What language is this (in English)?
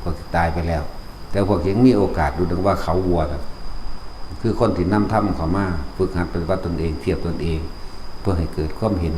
Northeastern Thai